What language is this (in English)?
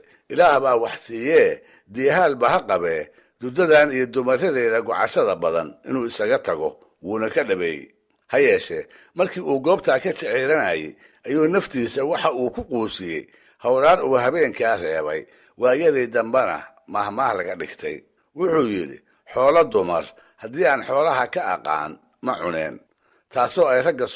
Somali